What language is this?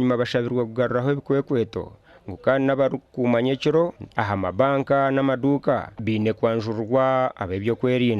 Nyankole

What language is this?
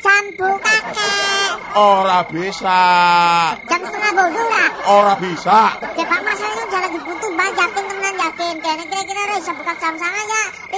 Javanese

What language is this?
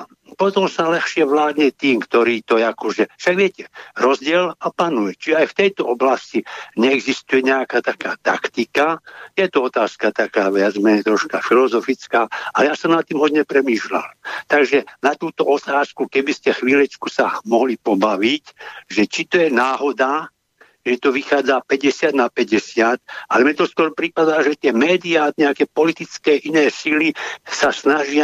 Slovak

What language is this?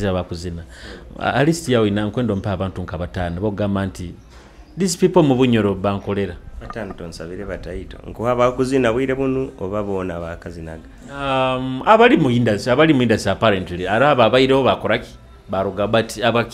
Nyoro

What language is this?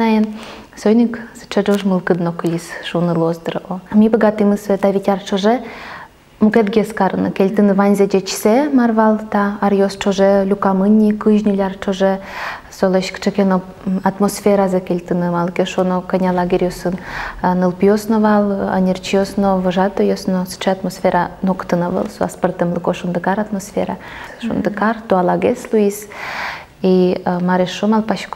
Udmurt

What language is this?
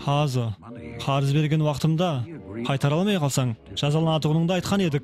Kara-Kalpak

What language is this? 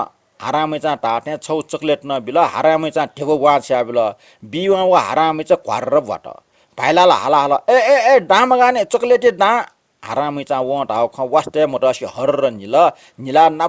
Newari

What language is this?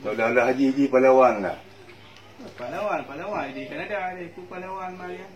Achinese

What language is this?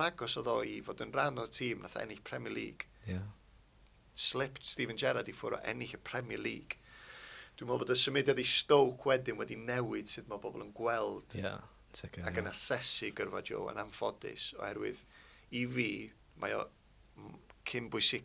Welsh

